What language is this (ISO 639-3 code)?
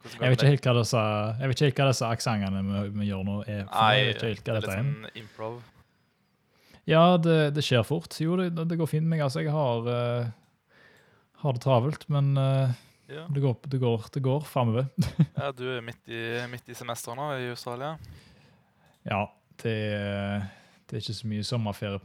nor